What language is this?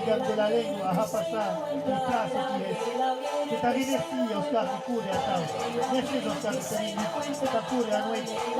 Occitan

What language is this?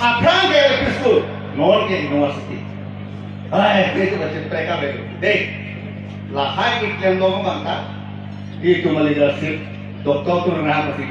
Karbi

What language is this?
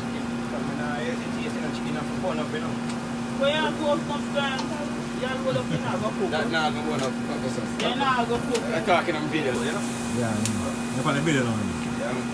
Jamaican Creole English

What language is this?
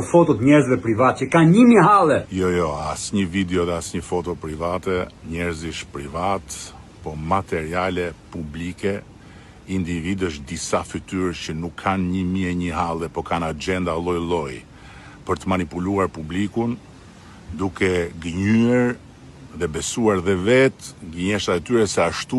Albanian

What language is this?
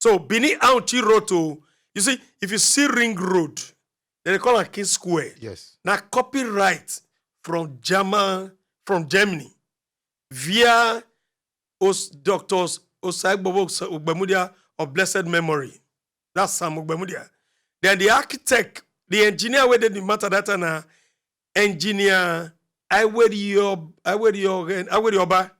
Nigerian Pidgin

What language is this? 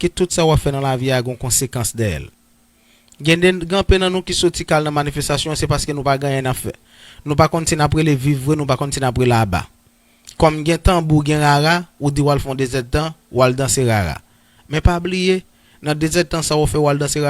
Haitian Creole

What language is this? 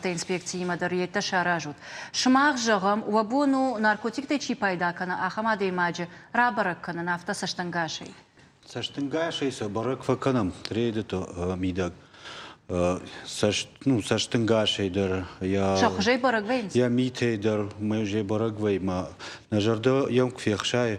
Ossetic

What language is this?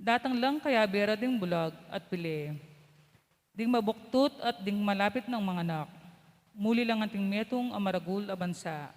Pampanga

